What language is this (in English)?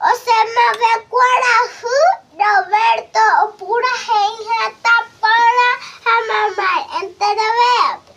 Guarani